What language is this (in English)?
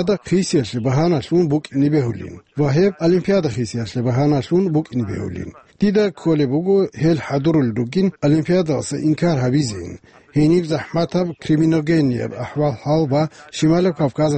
Avaric